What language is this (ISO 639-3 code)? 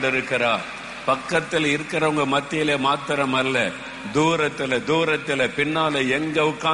tam